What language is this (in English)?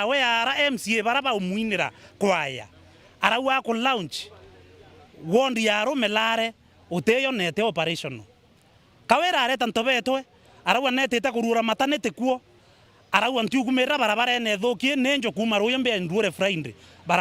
Meru